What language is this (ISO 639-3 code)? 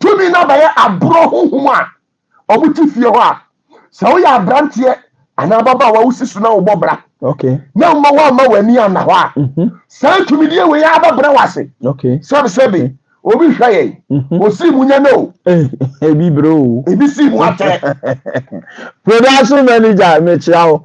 aka